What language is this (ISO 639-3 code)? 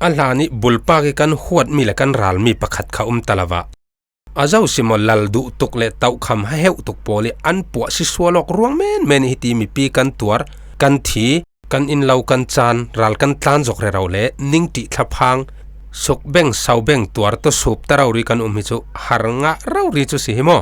cfm